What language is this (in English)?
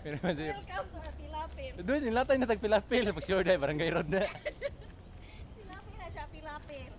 Cebuano